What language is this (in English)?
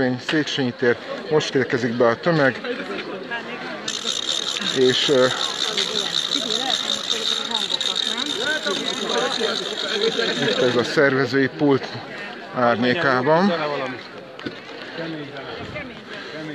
Hungarian